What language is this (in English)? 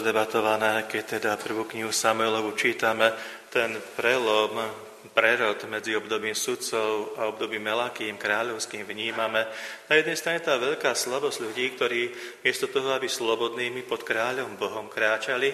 Slovak